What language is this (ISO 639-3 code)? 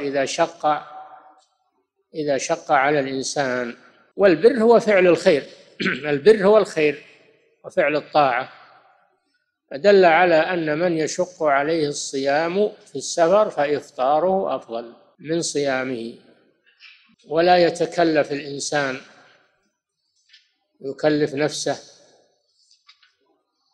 ara